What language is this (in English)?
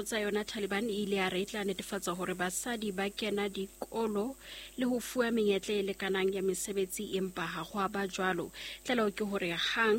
Southern Sotho